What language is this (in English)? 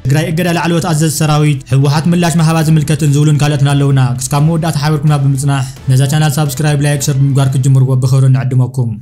Tigrinya